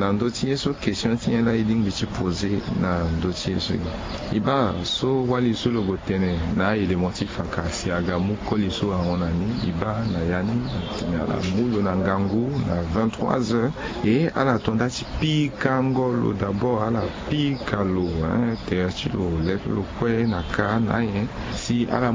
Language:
Sango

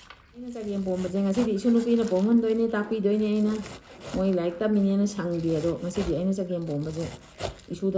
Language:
Manipuri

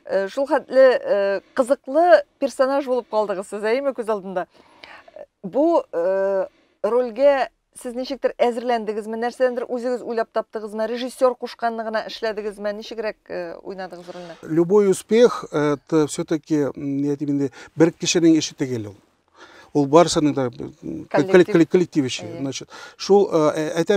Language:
Tatar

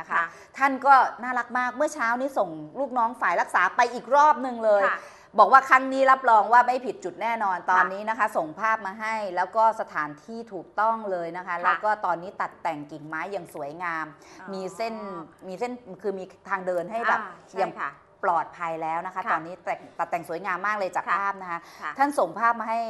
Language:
Thai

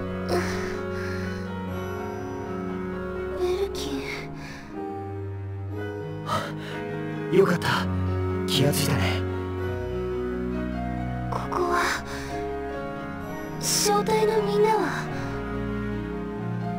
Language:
Japanese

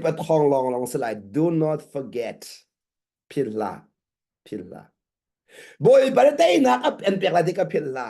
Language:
Hakha Chin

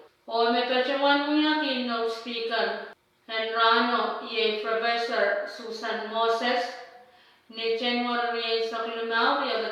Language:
Pohnpeian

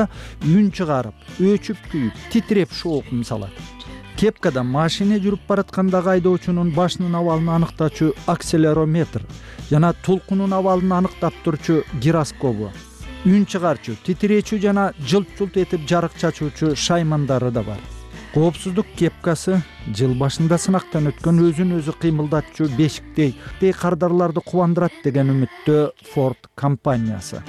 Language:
Kyrgyz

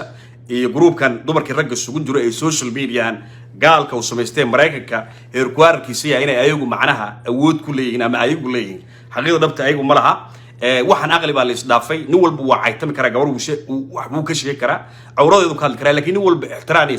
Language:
Somali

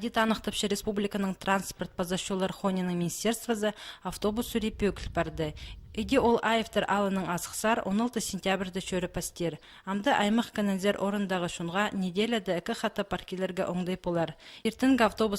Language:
Khakas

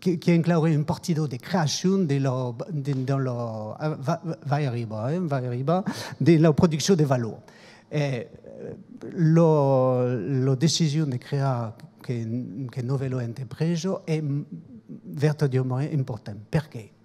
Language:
Occitan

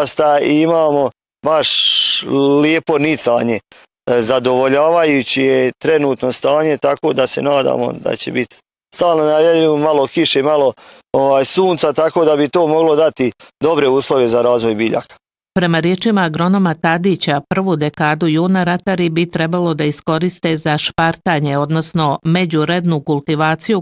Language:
Bosnian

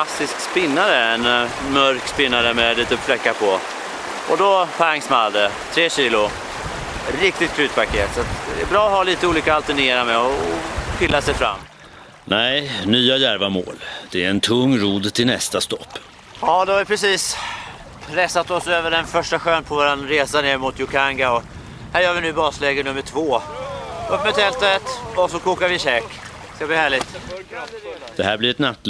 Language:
Swedish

